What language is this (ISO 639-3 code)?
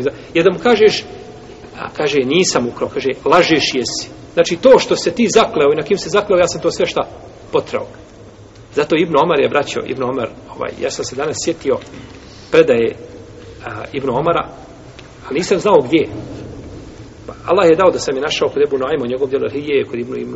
bos